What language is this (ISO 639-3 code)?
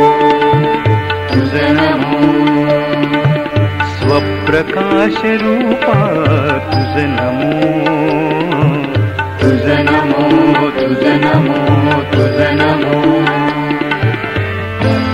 mar